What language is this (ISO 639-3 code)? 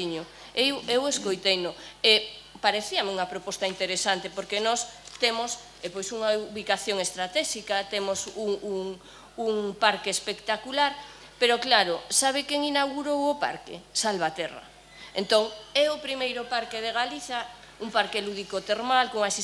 glg